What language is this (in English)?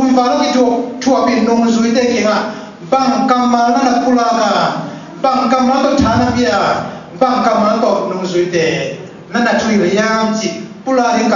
Tedim Chin